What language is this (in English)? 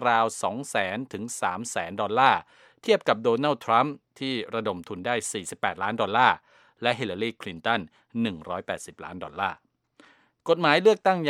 Thai